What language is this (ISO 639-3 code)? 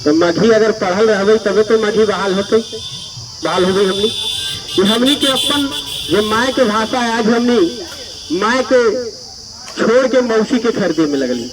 mag